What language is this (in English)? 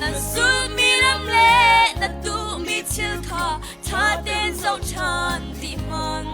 Falam Chin